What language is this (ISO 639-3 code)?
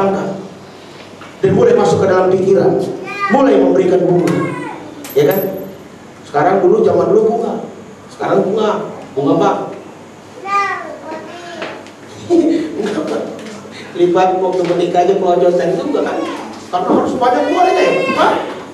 ind